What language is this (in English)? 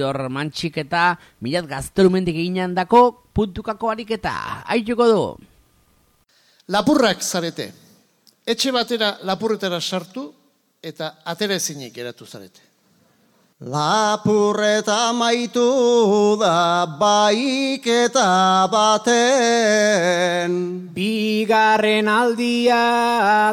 Basque